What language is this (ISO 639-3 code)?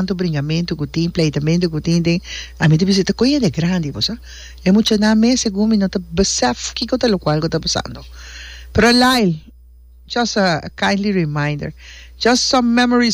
pap